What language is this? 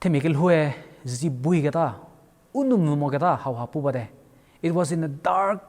Angami Naga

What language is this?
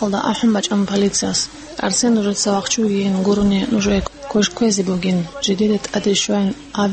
Avaric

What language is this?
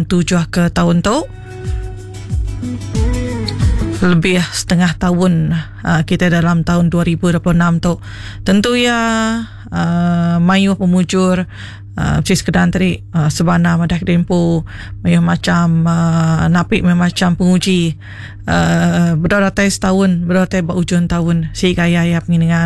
Iban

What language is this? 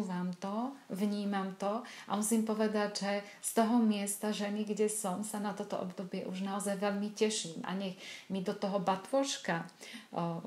Slovak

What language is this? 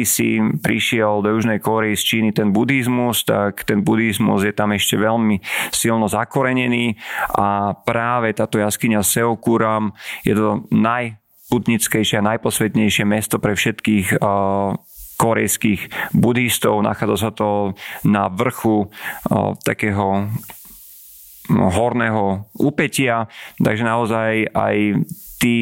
Slovak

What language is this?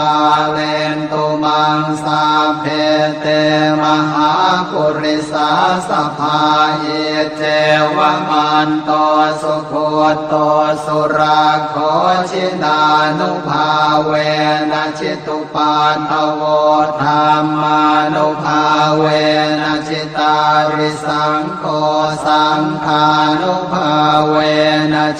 Pali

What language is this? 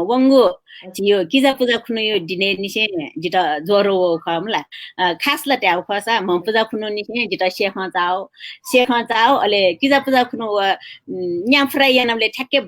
Newari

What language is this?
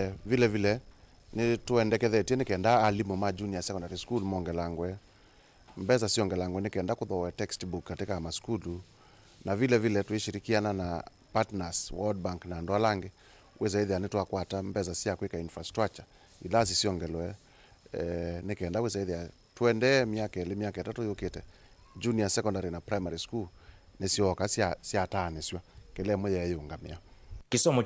Kamba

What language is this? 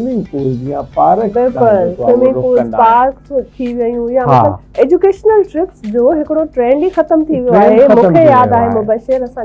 Sindhi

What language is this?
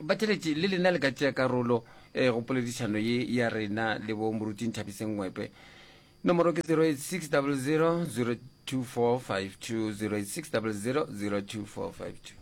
Northern Sotho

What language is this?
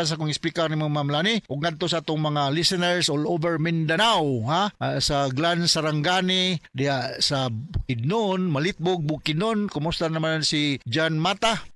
Cebuano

